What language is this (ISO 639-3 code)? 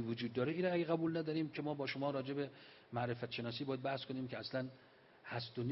fas